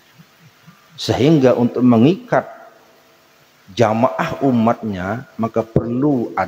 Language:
Indonesian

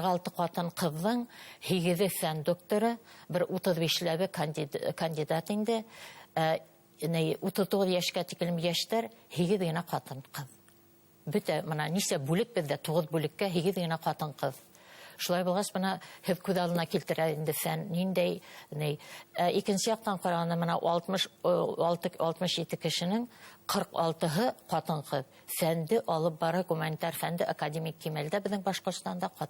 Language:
Bashkir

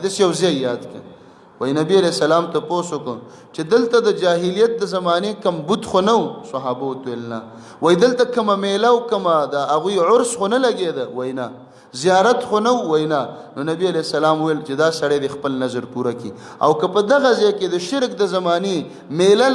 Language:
Pashto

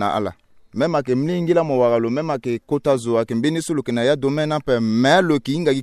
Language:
Sango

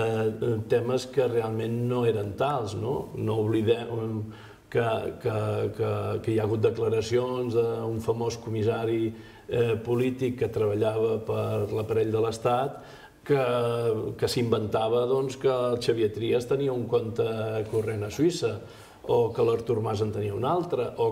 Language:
Catalan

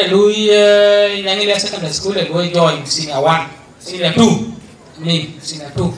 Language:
Dinka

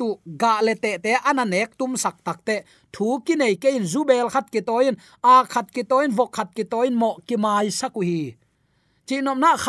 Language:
Tedim Chin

